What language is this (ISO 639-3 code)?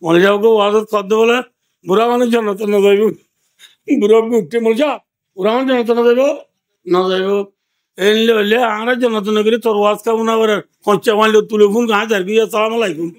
rhg